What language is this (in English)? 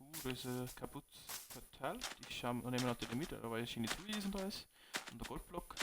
Bavarian